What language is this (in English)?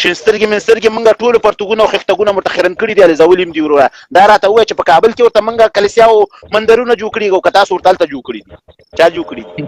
Pashto